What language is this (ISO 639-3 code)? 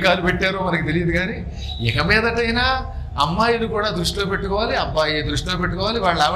tel